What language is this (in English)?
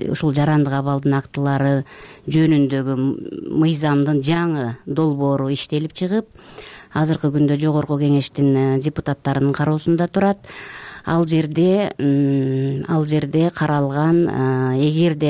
Kyrgyz